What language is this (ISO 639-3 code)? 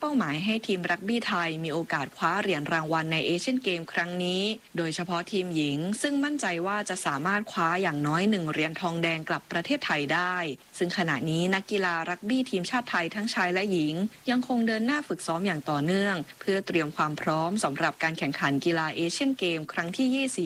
tha